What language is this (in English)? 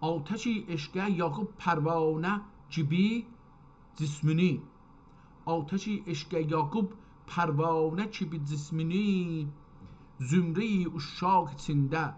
South Azerbaijani